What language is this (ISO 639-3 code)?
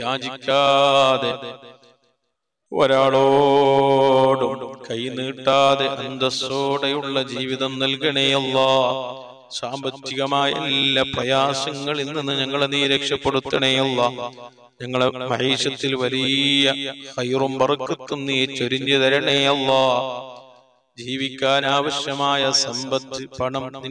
mal